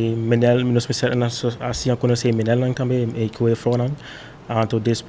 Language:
Papiamento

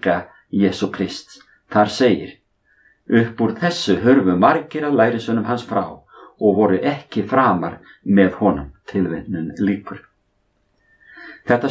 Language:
Icelandic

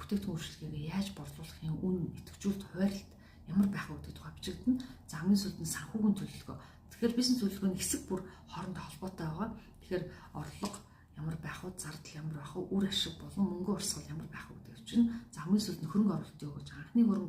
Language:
Mongolian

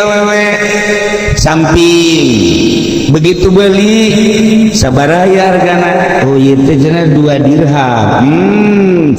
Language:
Sundanese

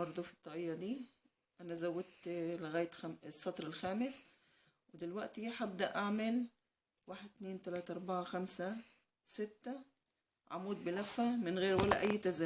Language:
Egyptian Arabic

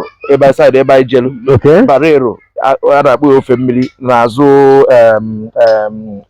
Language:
Igbo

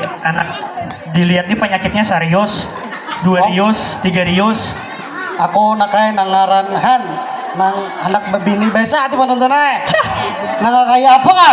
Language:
Banjar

